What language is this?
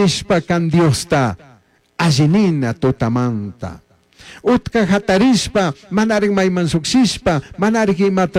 Chimborazo Highland Quichua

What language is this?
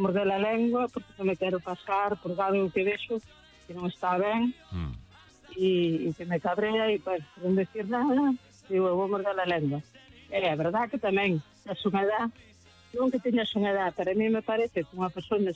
Galician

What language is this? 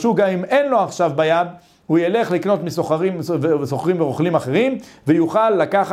Hebrew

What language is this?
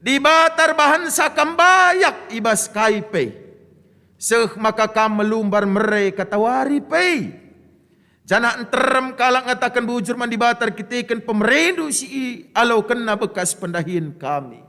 Batak Karo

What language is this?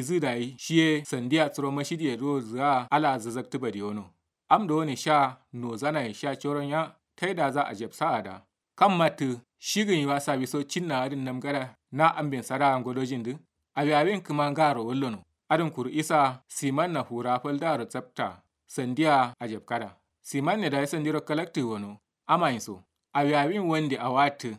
Kanuri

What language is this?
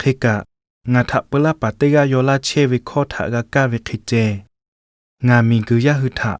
Lahu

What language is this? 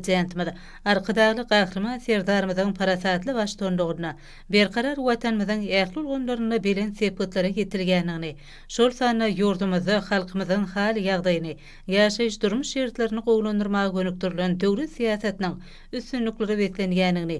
Turkmen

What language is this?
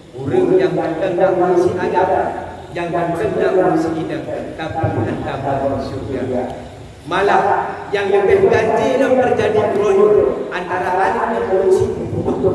Achinese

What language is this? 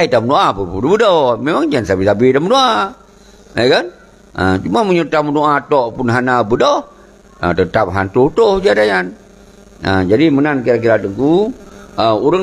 Achinese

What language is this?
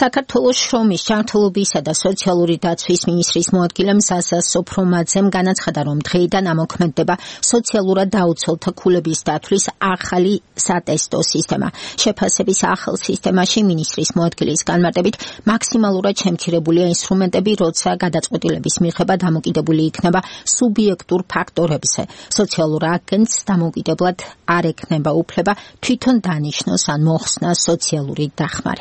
Georgian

